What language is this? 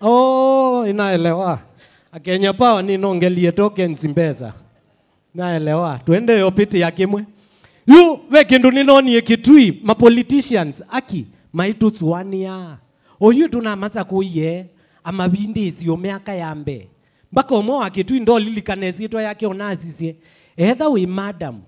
Kamba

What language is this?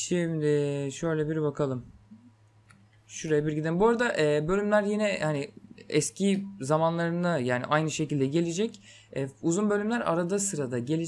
Turkish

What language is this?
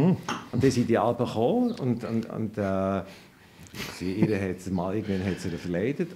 Swiss German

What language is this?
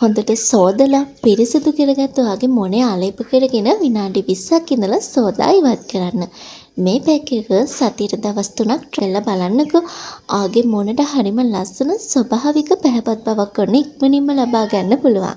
Sinhala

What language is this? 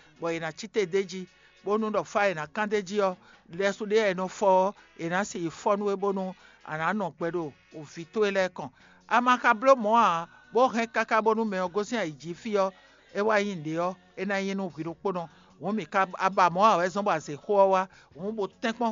Fon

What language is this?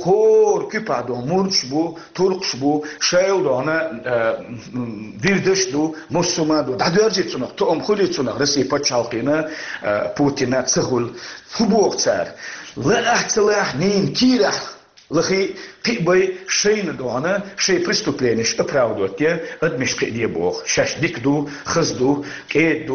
Chechen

